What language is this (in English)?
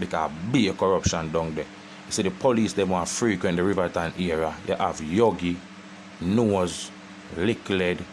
Jamaican Creole English